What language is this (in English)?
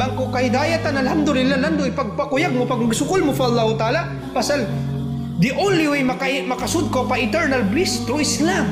Tausug